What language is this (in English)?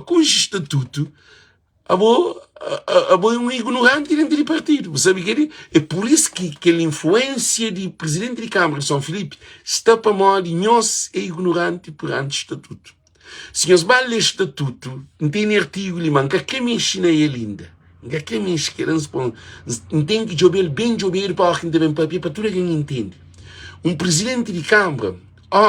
Kabuverdianu